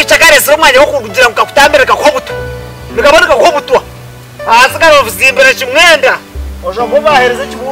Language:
Nyankole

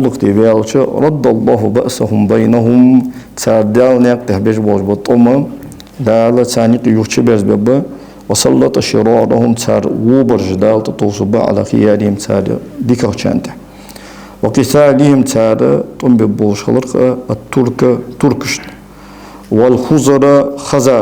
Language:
Ingush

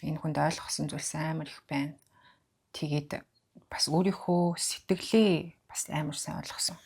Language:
Mongolian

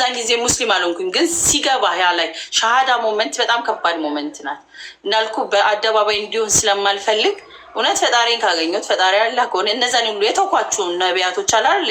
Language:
Amharic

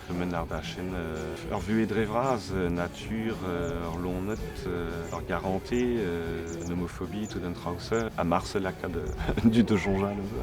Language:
Breton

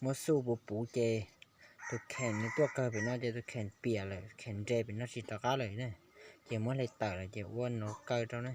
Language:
Hmong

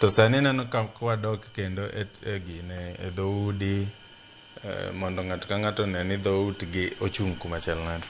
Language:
Luo (Kenya and Tanzania)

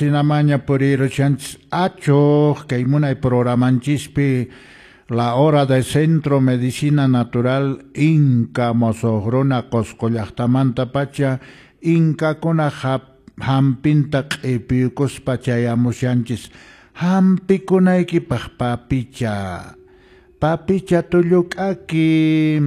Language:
Quechua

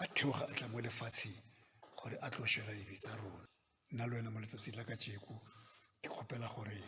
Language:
Northern Sotho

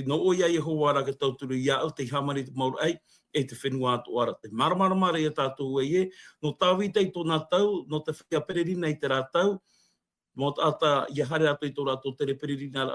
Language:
Tahitian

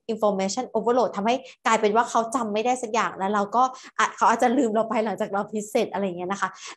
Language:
Thai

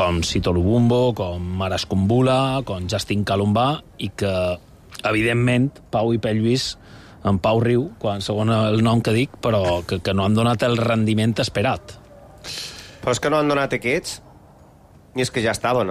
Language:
Catalan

